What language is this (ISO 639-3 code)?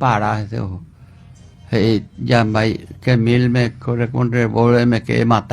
grn